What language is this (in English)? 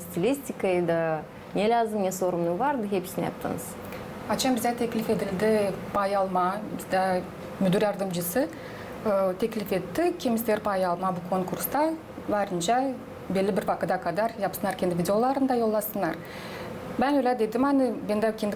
Gagauz